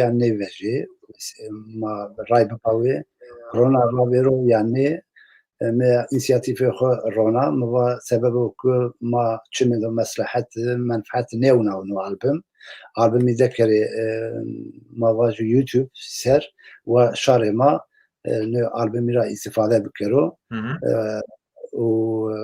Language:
Zaza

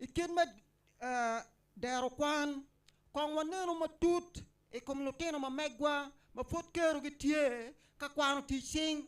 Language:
Acoli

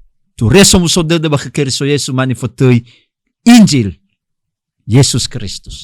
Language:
Nias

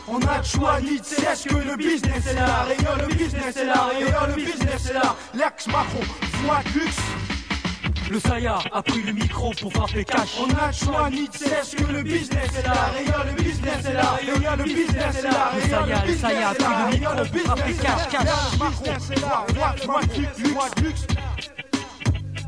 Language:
French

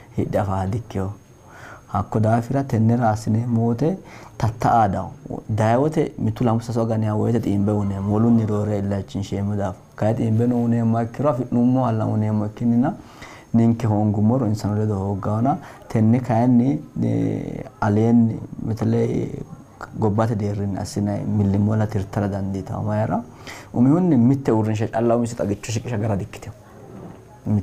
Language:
Sidamo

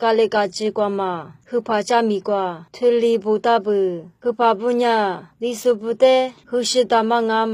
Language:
Lisu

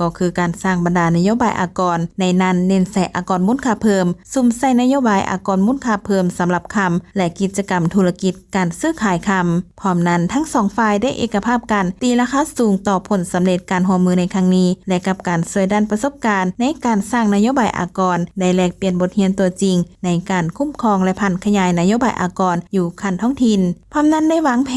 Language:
Lao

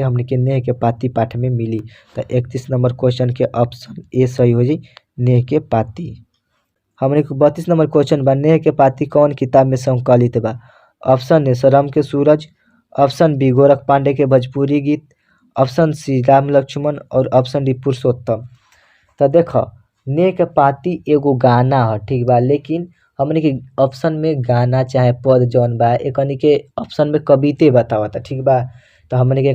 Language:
Bhojpuri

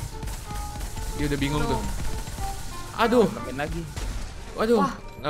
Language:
Indonesian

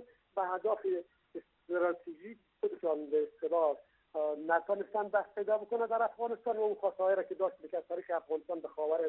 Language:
Persian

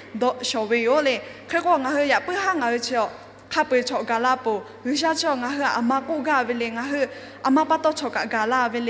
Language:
Lahu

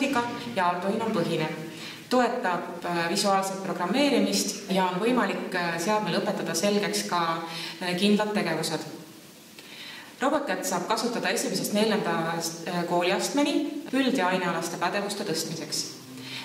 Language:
Estonian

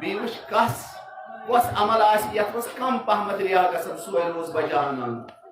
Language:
Kashmiri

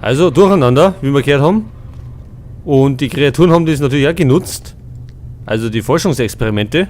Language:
Bavarian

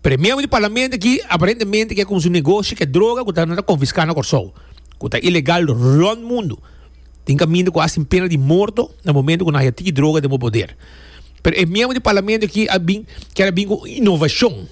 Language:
Papiamento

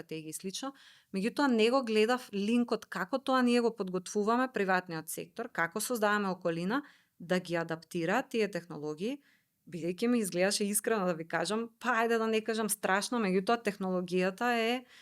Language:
Macedonian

